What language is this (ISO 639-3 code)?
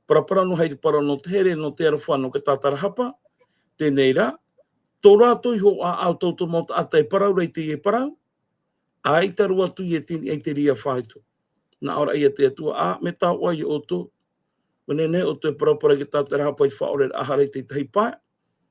tah